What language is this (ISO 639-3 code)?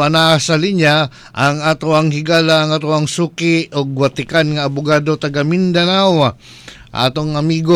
ceb